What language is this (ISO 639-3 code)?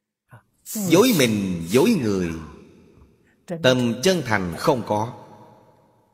vie